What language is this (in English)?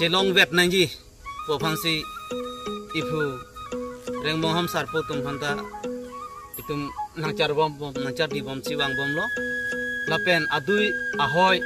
Karbi